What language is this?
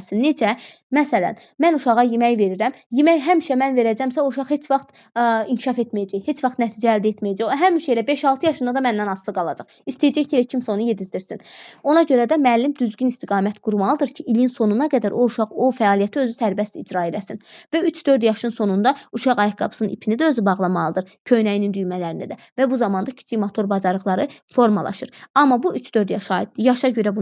Azerbaijani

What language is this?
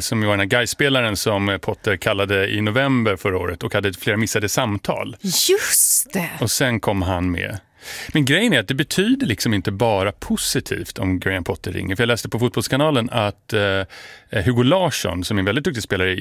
Swedish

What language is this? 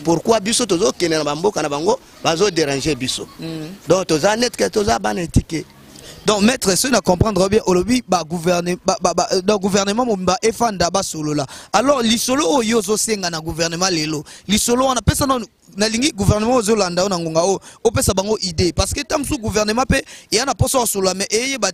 Lingala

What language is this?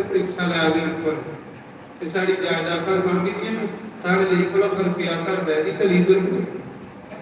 Dogri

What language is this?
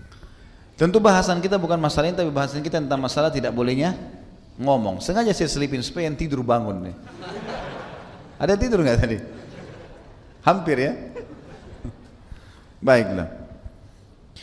Indonesian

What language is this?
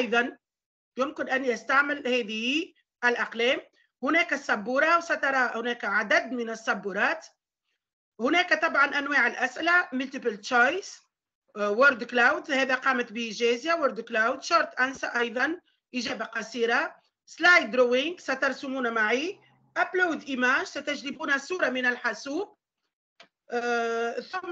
Arabic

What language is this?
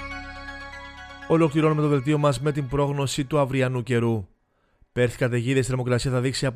Greek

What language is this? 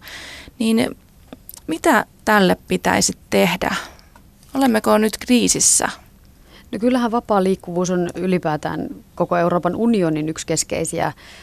Finnish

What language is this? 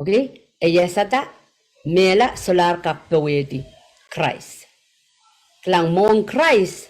Pohnpeian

